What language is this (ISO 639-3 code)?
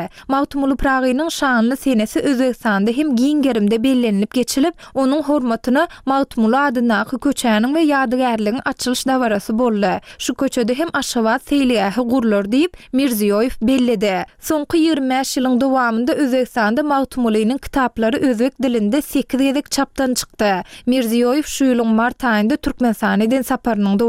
tuk